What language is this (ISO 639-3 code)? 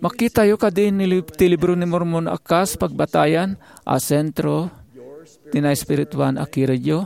ilo